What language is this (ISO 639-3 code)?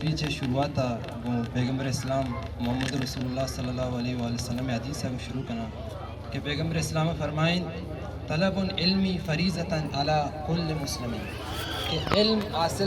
bgp